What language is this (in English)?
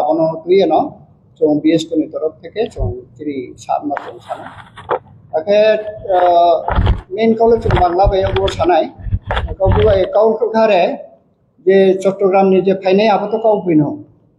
Riang (India)